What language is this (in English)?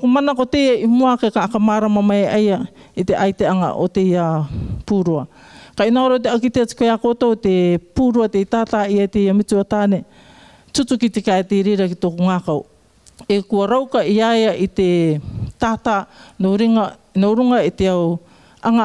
Rarotongan